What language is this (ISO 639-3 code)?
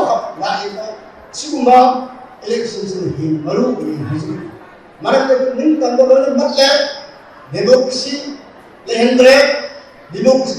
mni